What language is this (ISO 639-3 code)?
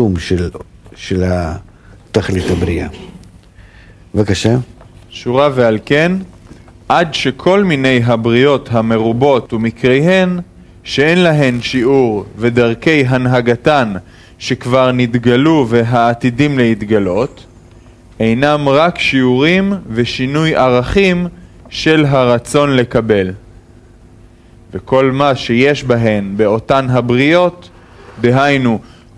heb